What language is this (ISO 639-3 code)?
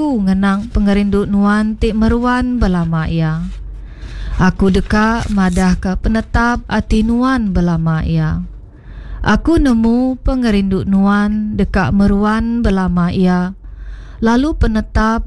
iba